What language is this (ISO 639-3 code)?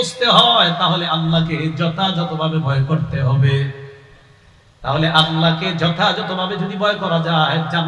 ben